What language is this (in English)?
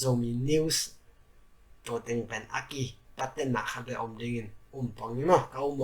Tedim Chin